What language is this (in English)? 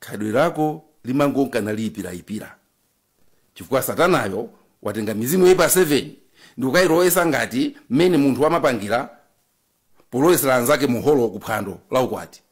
Nyanja